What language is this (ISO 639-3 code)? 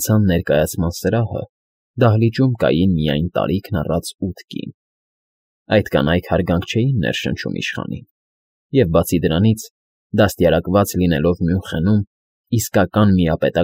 hye